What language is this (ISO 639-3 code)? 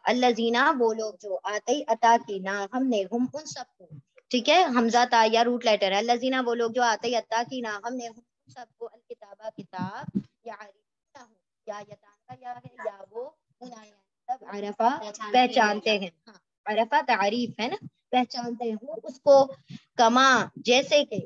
urd